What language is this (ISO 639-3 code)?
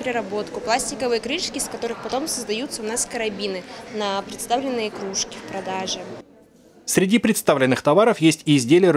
rus